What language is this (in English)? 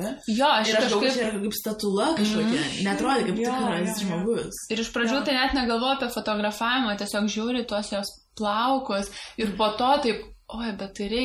Lithuanian